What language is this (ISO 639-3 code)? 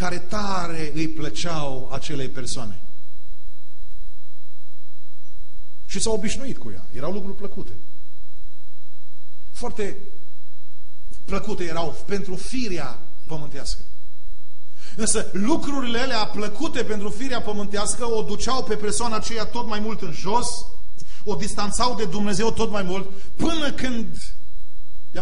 ron